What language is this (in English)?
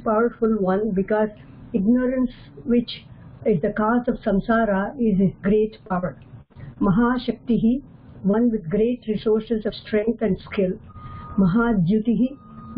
Sanskrit